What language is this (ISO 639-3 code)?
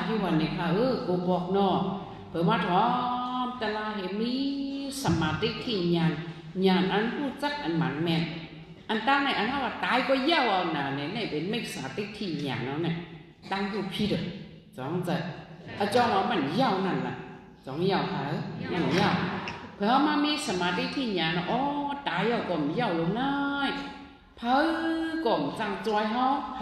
shn